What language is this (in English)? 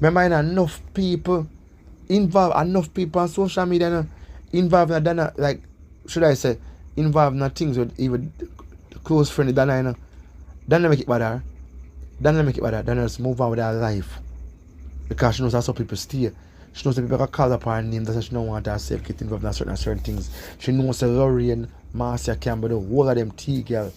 Jamaican Creole English